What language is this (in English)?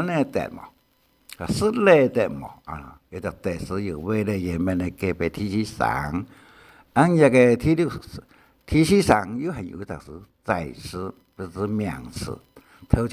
Hakka Chinese